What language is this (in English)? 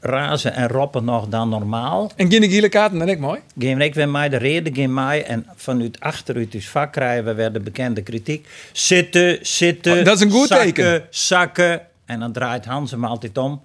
Western Frisian